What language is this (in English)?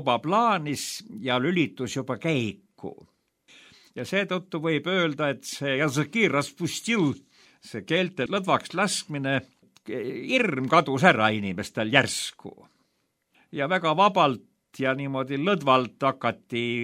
Estonian